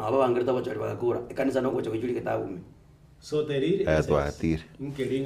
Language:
Gusii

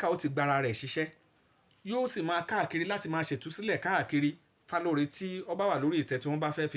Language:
Yoruba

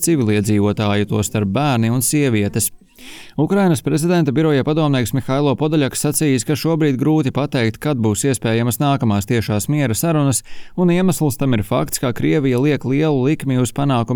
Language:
Latvian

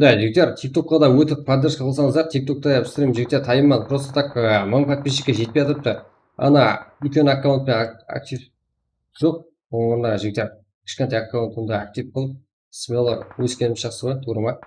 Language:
Kara-Kalpak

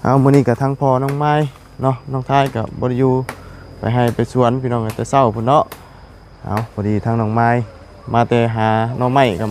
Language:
Lao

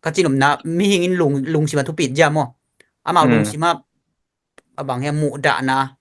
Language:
Tedim Chin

